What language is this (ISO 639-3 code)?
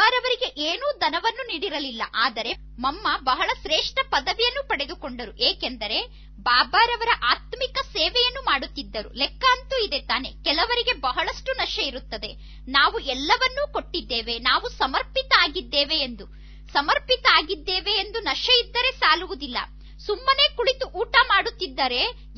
kan